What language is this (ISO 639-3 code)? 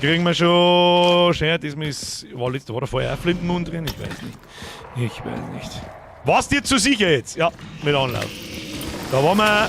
bar